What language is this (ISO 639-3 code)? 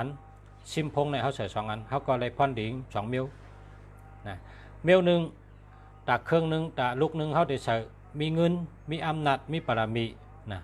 shn